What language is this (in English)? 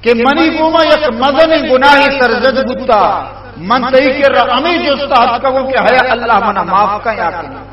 Baluchi